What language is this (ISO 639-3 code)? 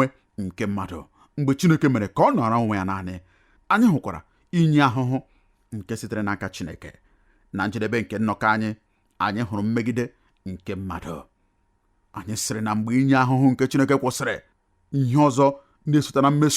ibo